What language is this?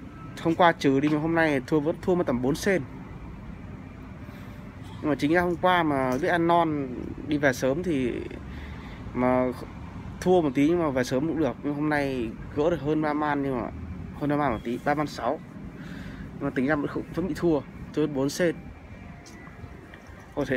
Vietnamese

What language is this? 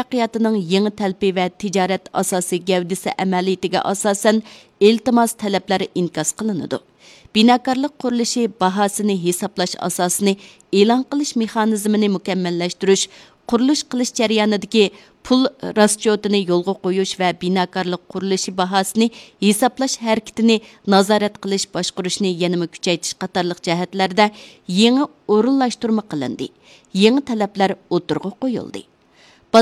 Uyghur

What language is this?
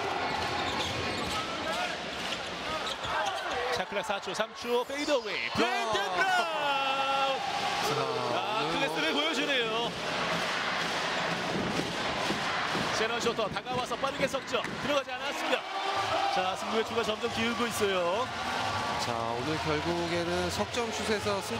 Korean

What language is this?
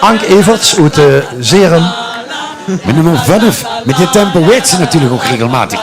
Limburgish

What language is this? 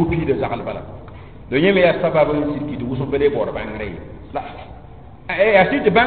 Mossi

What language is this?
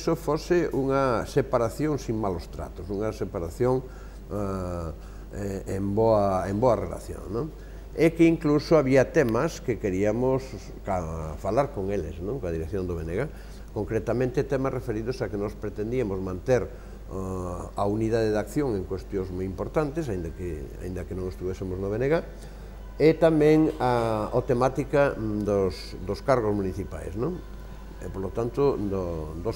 Galician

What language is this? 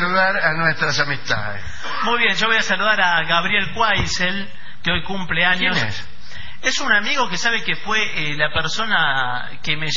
Spanish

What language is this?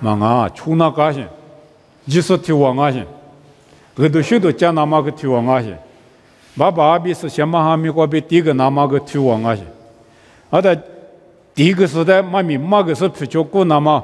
Lisu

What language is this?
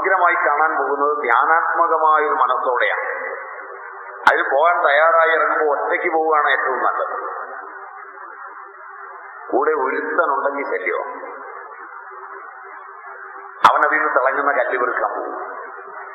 Malayalam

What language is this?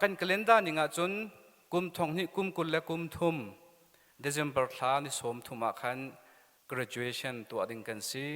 Hakha Chin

